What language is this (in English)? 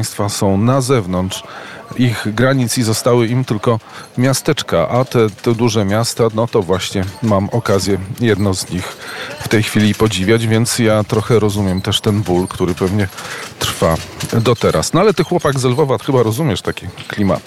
Polish